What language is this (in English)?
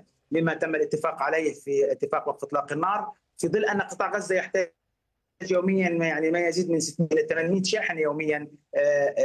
Arabic